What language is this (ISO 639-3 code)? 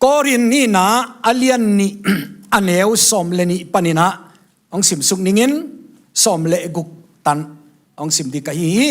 ctd